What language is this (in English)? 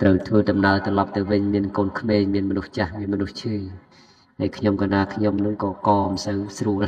Khmer